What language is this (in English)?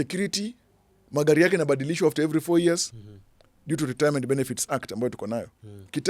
Swahili